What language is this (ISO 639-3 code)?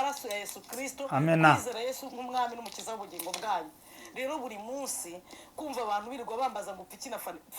kin